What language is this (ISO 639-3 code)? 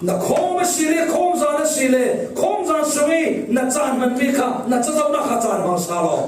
cfm